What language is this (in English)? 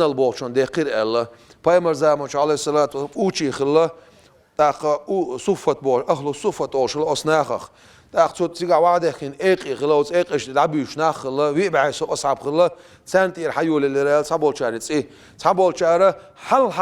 Chechen